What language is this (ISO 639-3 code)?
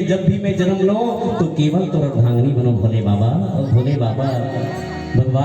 hne